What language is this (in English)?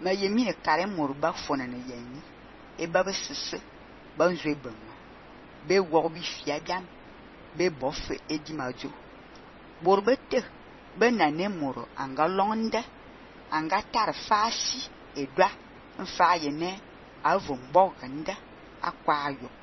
Fang